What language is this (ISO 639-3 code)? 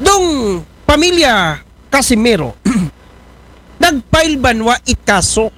akl